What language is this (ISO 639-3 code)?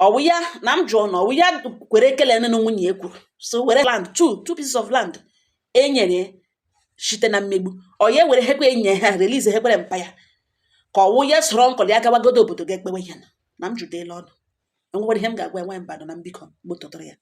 ibo